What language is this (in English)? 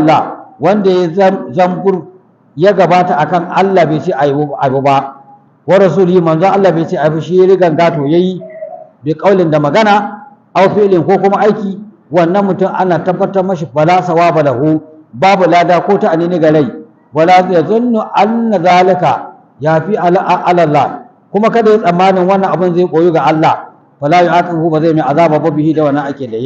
Hausa